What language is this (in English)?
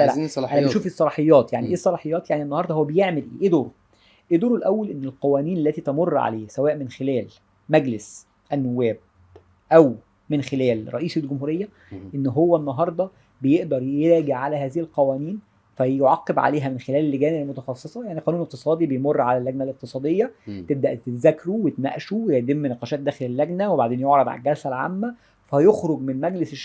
Egyptian Arabic